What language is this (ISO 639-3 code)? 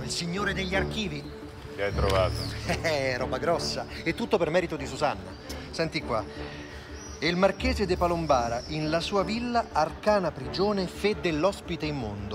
ita